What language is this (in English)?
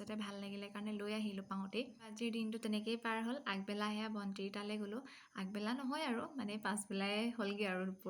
Assamese